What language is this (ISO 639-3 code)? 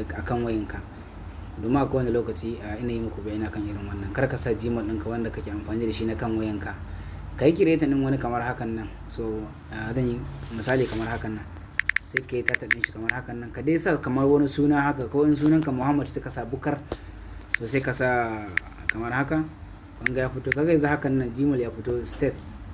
hau